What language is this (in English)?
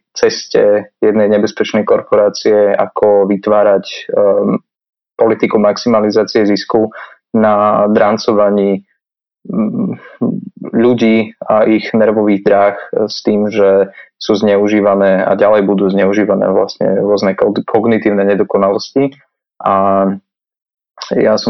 Slovak